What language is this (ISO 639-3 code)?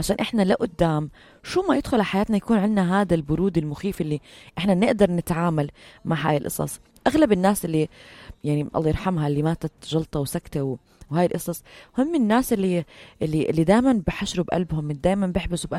apc